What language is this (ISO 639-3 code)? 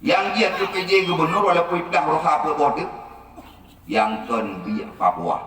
ace